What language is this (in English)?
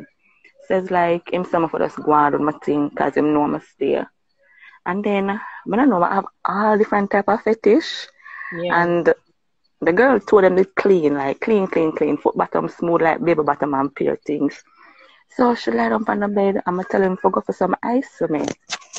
Jamaican Creole English